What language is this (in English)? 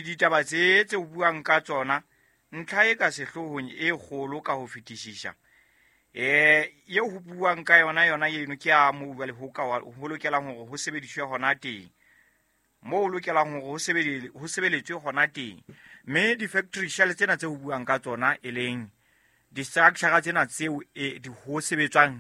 Southern Sotho